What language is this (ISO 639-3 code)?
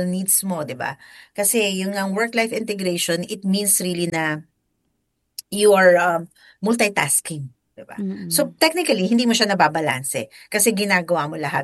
fil